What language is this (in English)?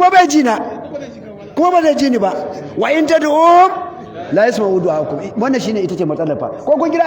Hausa